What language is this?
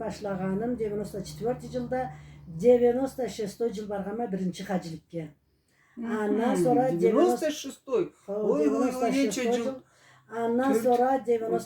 Karachay-Balkar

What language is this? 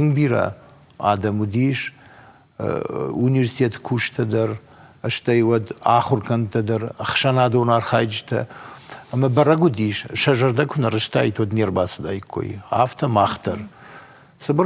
Ossetic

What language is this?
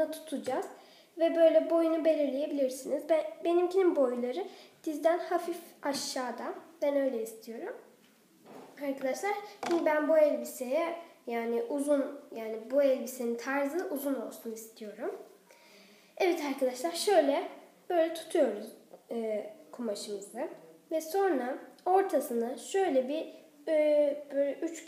Turkish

